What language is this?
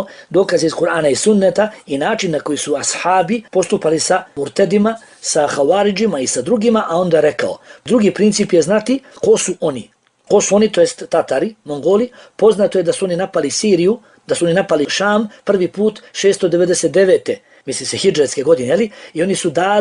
Bosnian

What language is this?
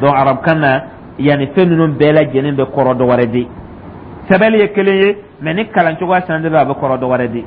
Dyula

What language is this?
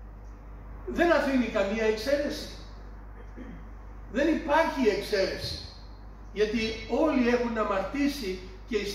Greek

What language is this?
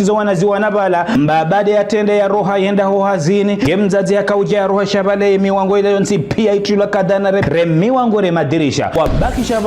Ngazidja Comorian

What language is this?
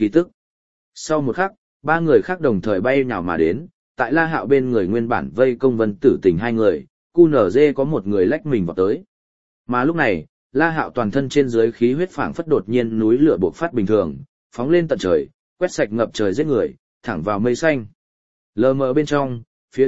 Vietnamese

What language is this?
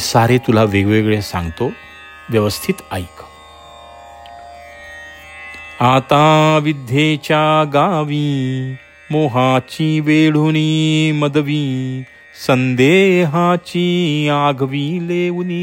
Marathi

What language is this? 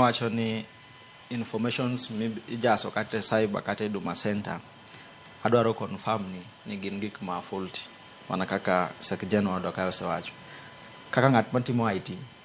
Luo (Kenya and Tanzania)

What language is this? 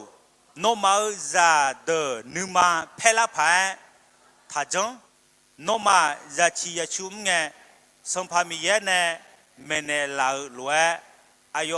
Akha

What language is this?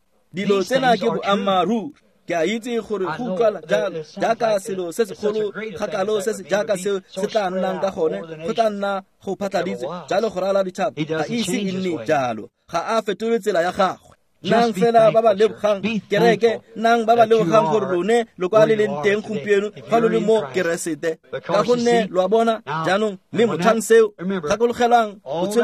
Tswana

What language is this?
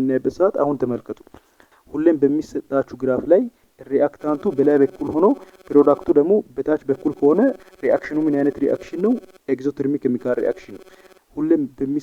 Amharic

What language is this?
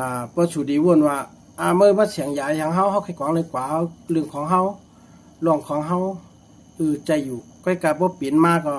Shan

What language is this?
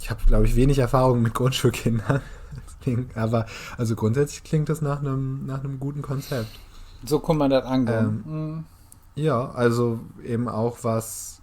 Low German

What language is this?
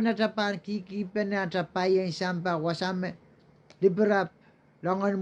Pohnpeian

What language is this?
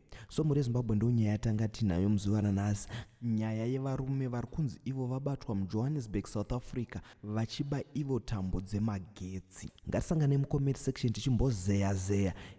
Shona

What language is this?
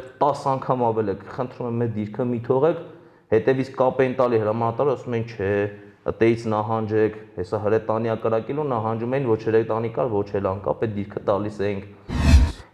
Armenian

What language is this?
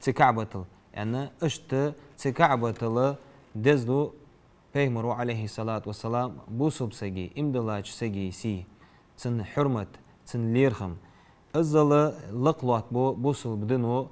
Ingush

